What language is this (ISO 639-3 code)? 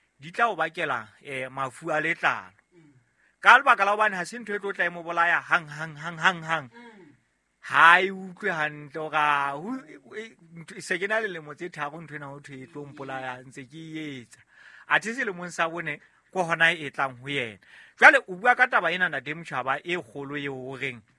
sot